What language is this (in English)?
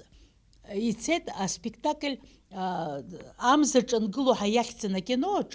Abkhazian